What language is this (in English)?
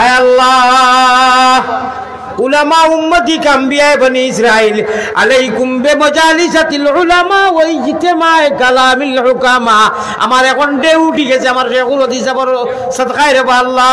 Sylheti